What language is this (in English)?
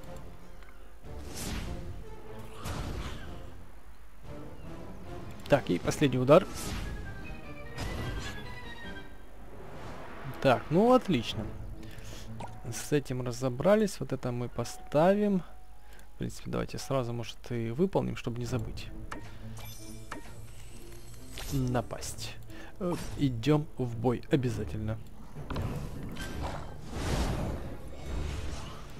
Russian